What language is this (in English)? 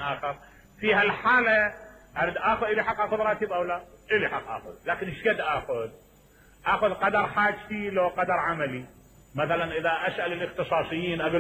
Mesopotamian Arabic